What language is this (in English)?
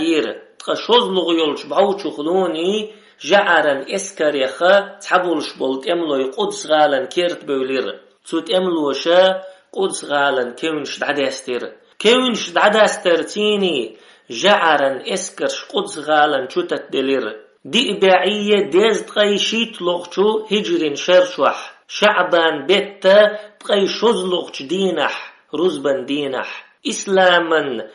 Chechen